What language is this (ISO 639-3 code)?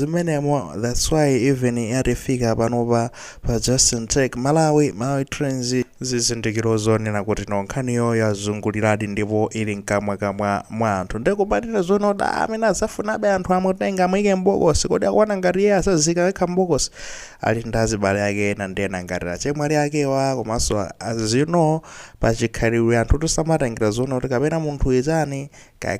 nya